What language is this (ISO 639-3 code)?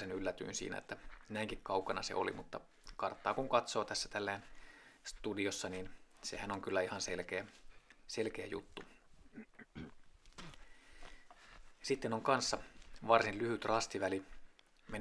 fin